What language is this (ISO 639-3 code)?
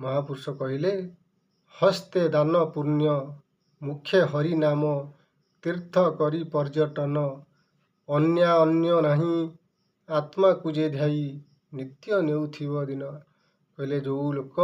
ori